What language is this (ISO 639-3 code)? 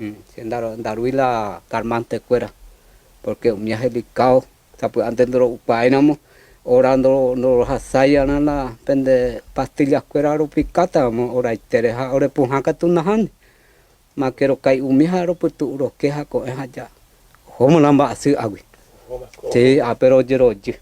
grn